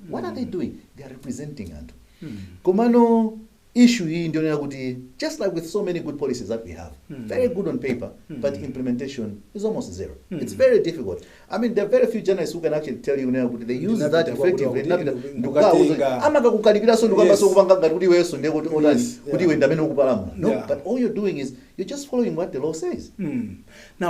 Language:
Nyanja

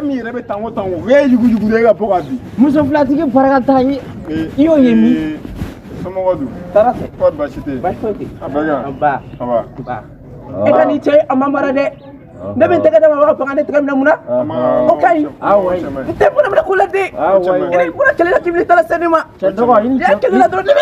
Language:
Bambara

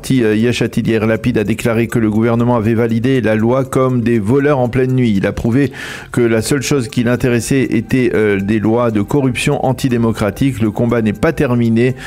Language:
French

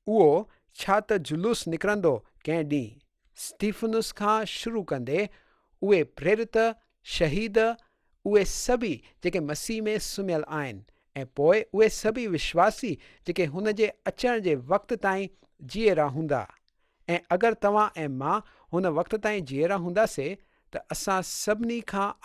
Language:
Sindhi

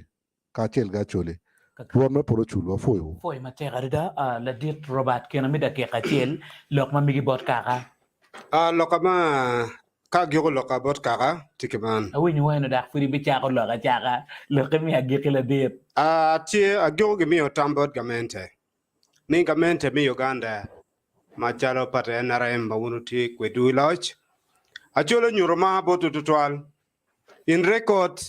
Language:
Acoli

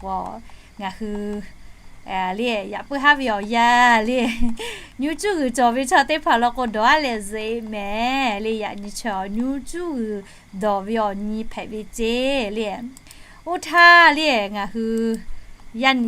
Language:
Lahu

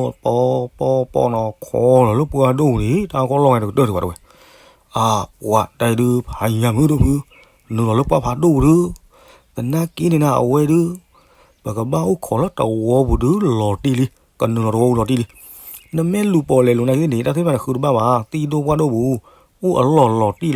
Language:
S'gaw Karen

